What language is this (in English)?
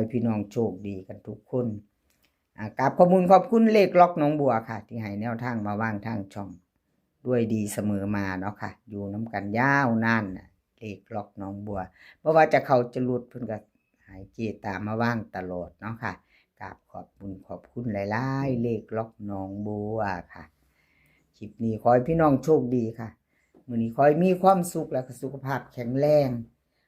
Northeastern Thai